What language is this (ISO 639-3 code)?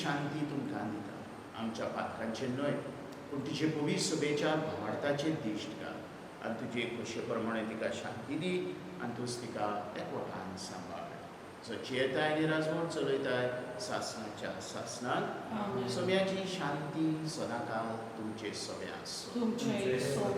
kok